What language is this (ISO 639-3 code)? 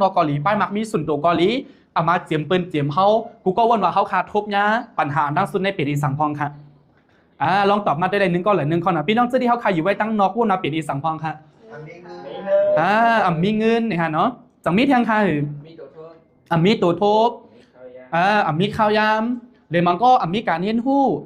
shn